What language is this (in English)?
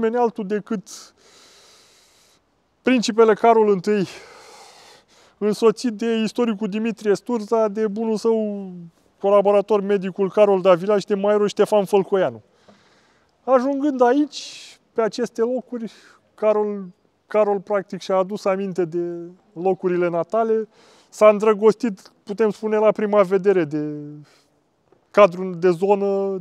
Romanian